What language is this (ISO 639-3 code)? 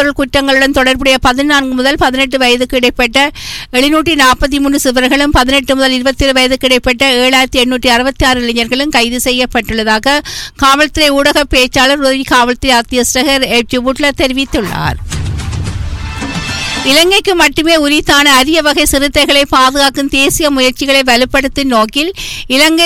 tam